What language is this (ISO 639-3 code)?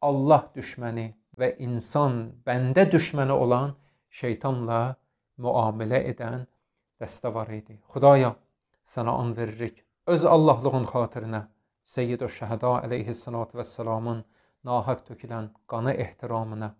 aze